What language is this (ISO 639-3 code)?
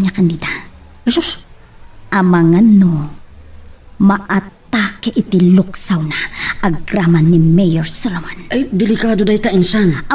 ilo